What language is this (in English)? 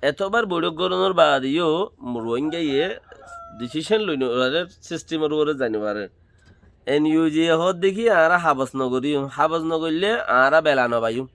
Rohingya